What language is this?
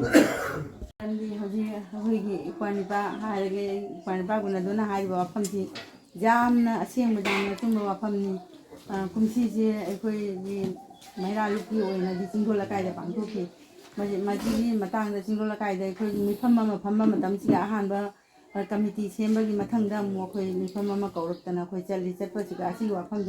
Manipuri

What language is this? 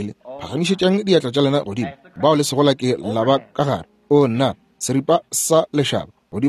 Northern Sotho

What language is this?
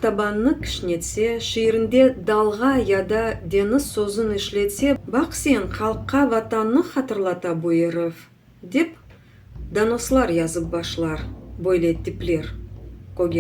Crimean Tatar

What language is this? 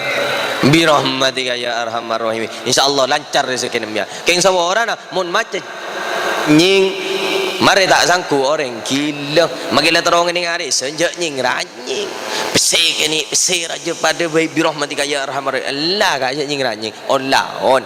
Madurese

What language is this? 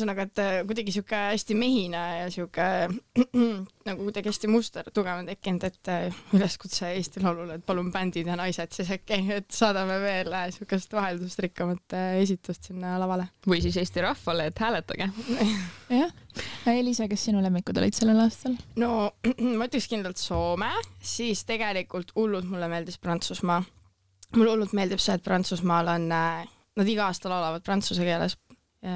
Estonian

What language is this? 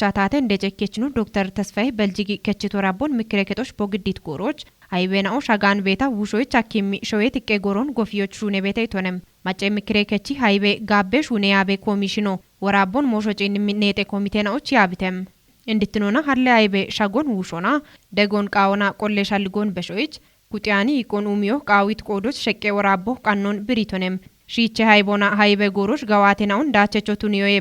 Kafa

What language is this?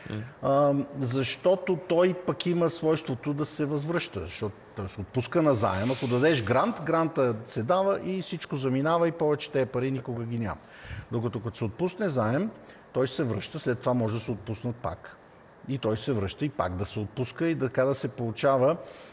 Bulgarian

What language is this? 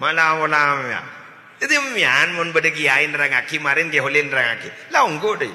Madurese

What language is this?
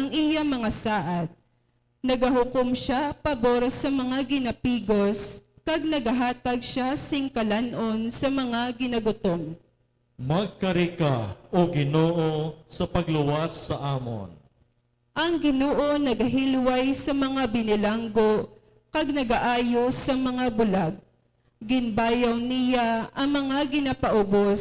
Hiligaynon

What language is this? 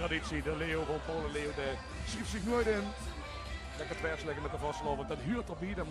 Limburgish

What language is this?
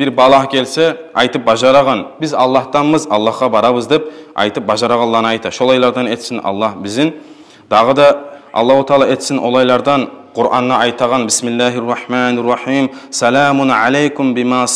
Kumyk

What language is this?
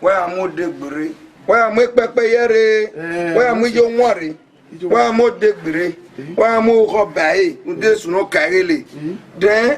Bini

